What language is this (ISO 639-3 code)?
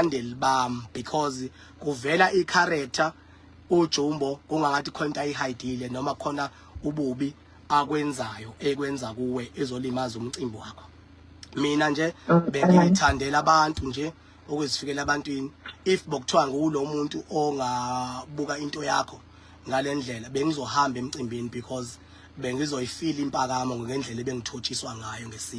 zul